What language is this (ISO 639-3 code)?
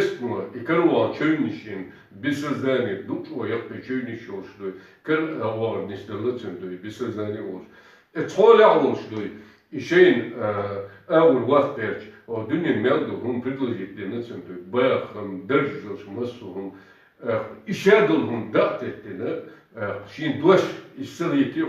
che